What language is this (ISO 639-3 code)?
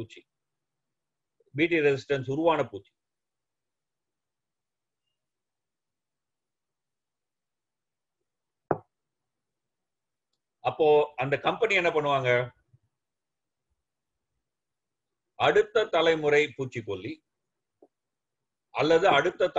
tam